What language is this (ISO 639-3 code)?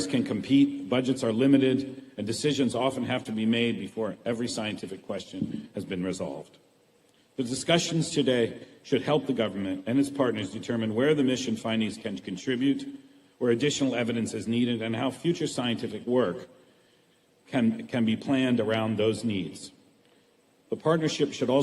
tet